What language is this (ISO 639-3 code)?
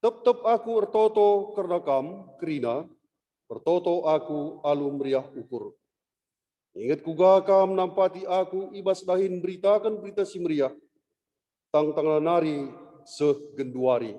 btx